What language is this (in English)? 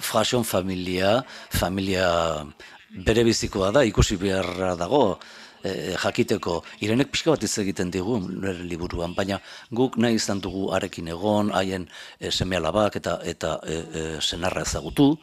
Basque